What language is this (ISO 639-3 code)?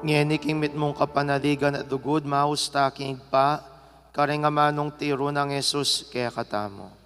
pam